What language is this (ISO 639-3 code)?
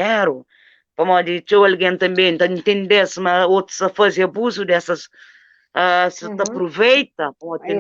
kea